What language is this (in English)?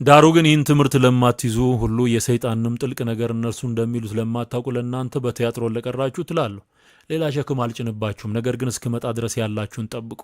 Amharic